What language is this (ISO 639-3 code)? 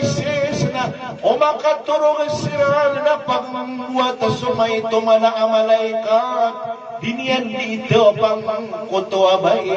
mrw